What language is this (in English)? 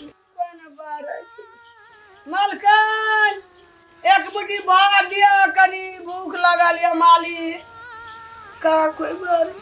Maithili